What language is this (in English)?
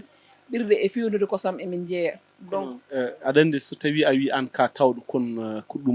Fula